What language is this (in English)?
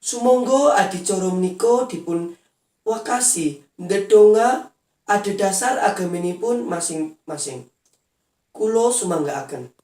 Javanese